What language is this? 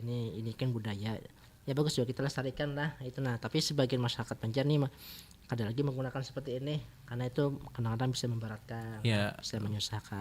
Banjar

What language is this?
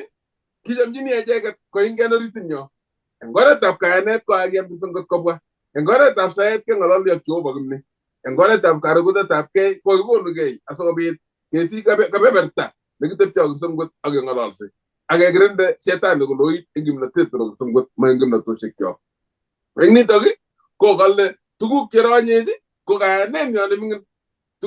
Kalenjin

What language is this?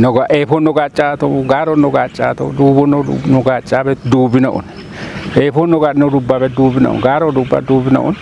Kafa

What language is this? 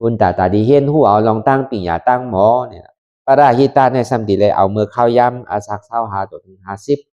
Shan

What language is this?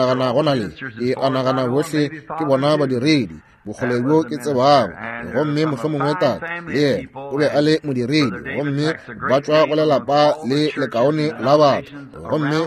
Northern Sotho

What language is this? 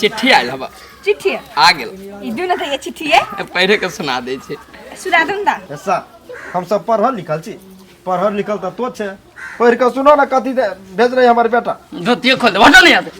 Maithili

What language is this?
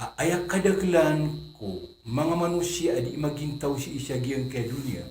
Maranao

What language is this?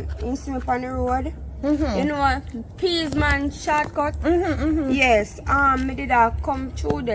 Jamaican Creole English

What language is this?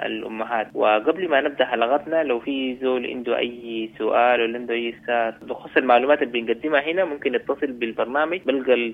Sudanese Arabic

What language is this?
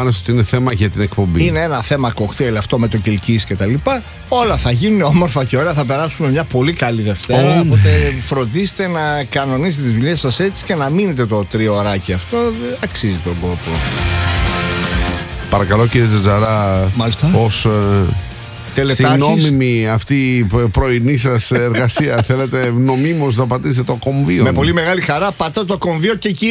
Greek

